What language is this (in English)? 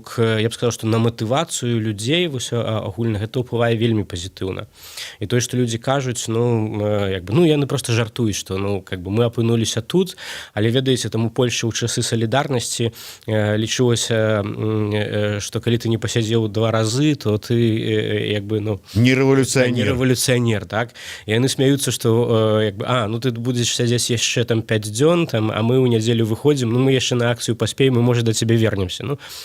Belarusian